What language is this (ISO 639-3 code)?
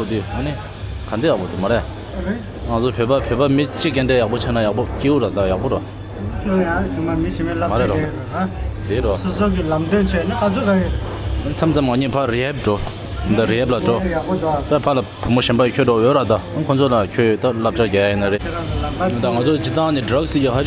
bod